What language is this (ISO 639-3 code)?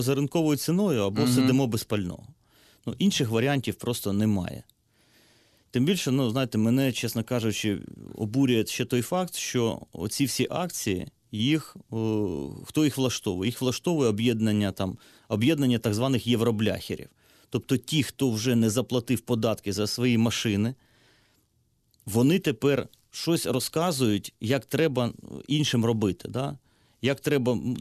ukr